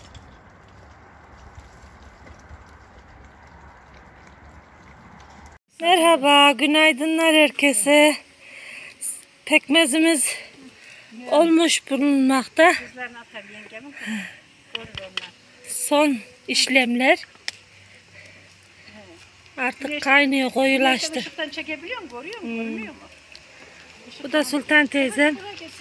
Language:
Turkish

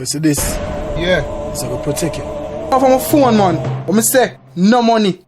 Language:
Jamaican Creole English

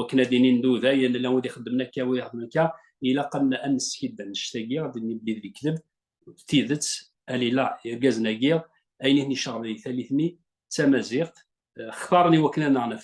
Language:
Kabyle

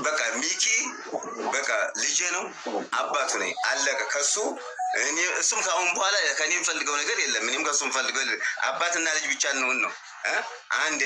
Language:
Amharic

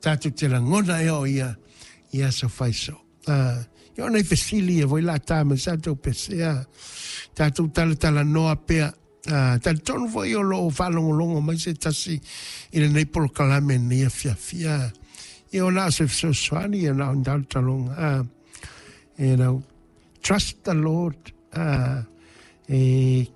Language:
Samoan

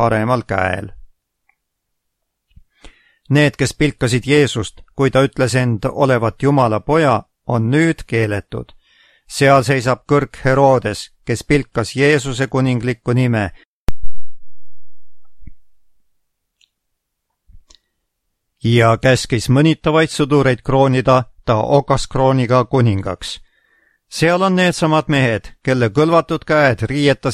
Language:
Estonian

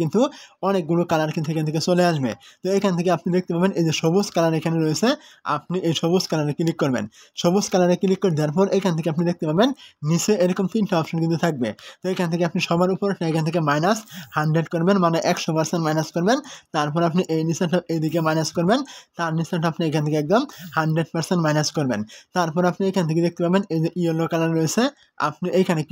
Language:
Bangla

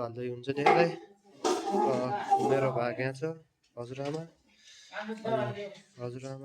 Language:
Nepali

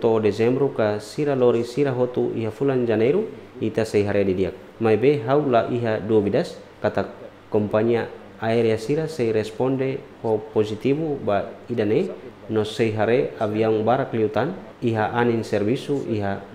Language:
Tetum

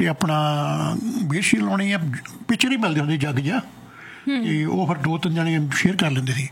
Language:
Punjabi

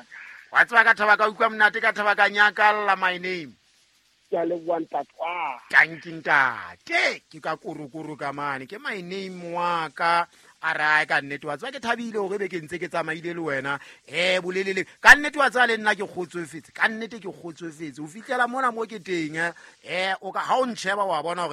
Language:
Southern Sotho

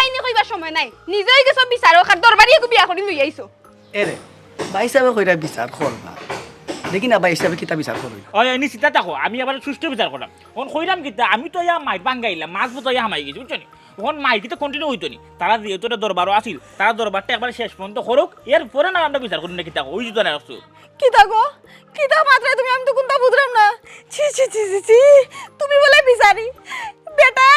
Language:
Sylheti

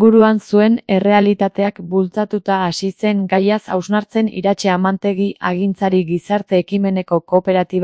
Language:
Basque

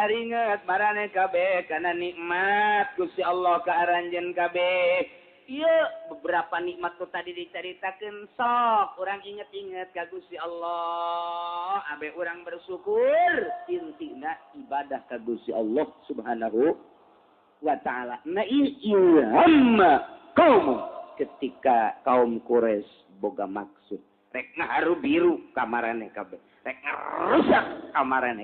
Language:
Sundanese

